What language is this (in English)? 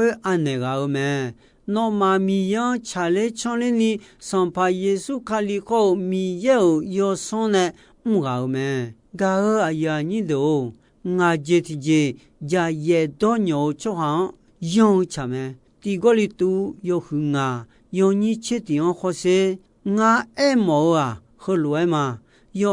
Akha